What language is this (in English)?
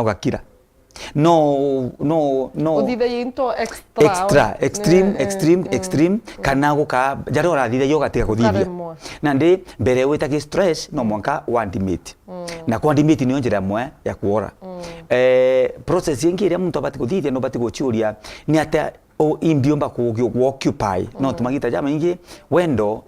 Meru